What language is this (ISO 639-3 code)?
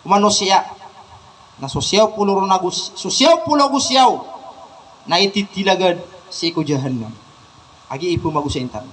mrw